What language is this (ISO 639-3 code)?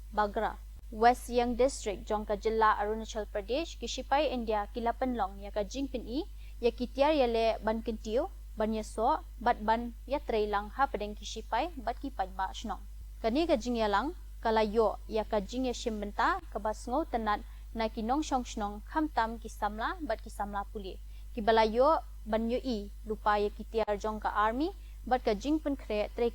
kha